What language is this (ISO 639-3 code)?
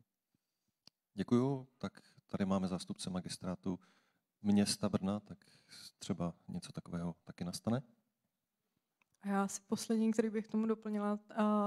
ces